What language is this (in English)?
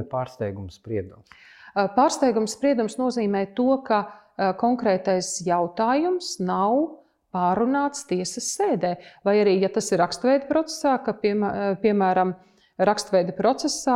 Latvian